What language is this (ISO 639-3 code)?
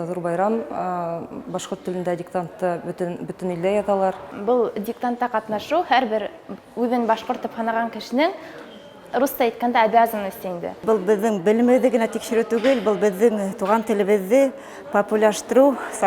bak